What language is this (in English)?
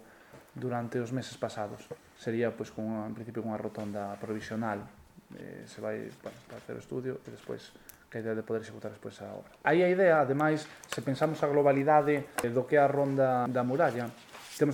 Galician